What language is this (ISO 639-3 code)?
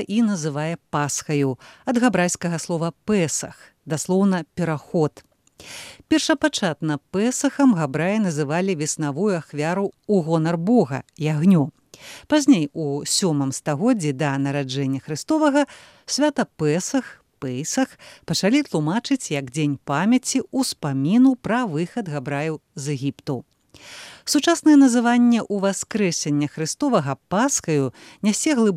bel